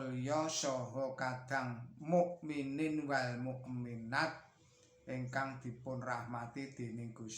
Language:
Javanese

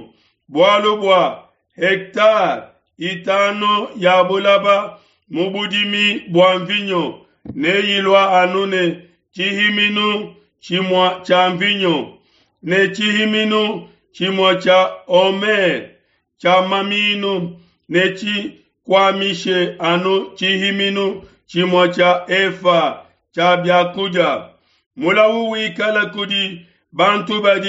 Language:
Luba-Lulua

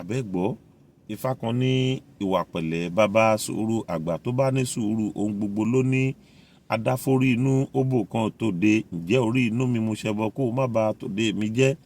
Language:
Yoruba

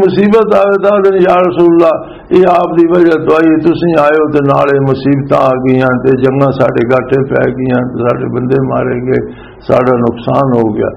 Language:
Western Panjabi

